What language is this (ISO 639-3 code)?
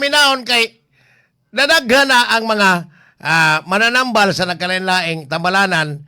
ceb